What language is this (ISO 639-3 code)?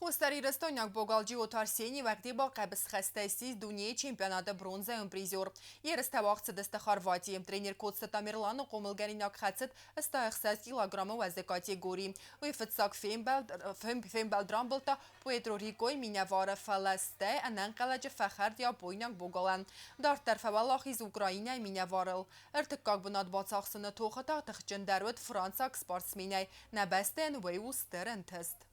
oss